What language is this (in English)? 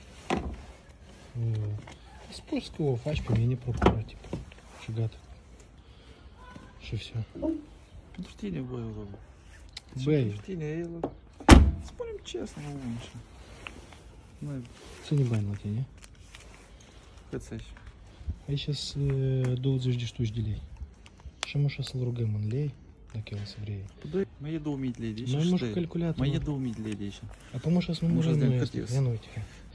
Russian